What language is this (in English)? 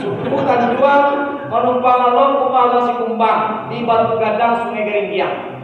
Minangkabau